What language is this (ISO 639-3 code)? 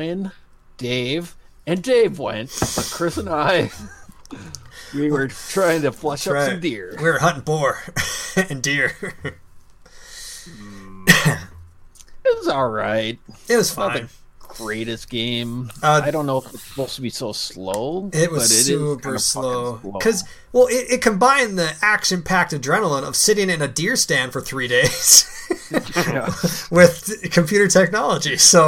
eng